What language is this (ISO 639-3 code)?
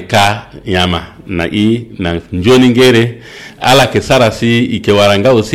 sag